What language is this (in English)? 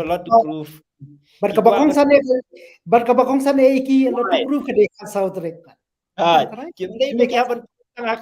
Khasi